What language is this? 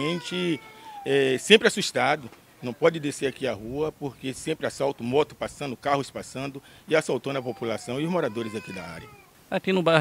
Portuguese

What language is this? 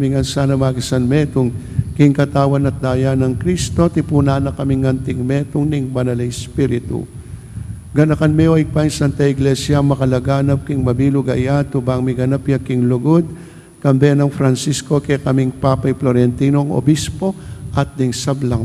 Pampanga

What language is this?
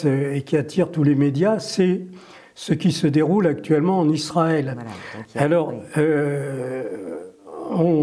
French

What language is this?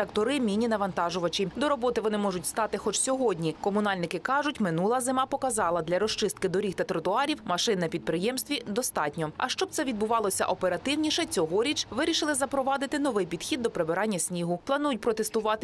Ukrainian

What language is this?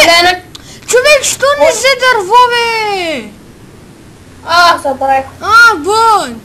Bulgarian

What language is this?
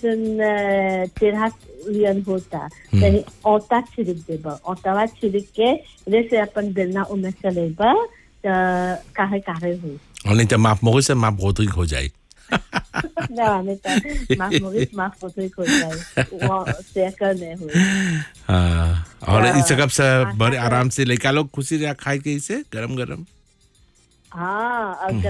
Bhojpuri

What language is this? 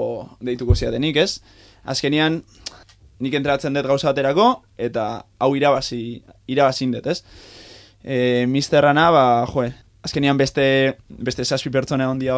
Basque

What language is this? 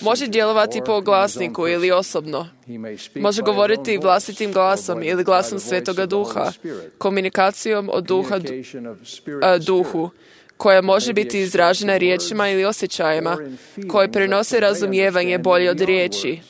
Croatian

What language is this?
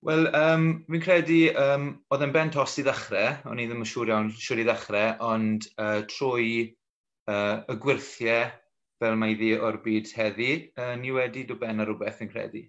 Welsh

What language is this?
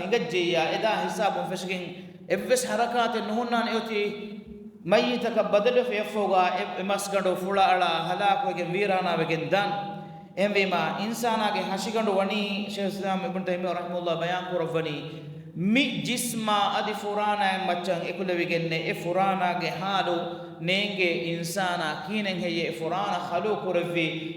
Divehi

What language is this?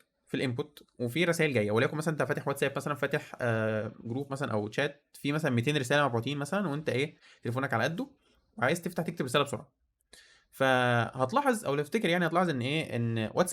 Egyptian Arabic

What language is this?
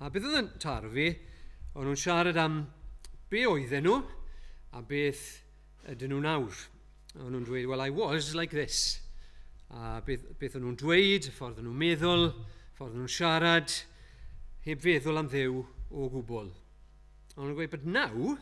Welsh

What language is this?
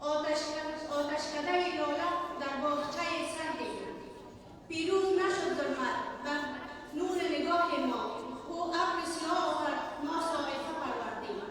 Persian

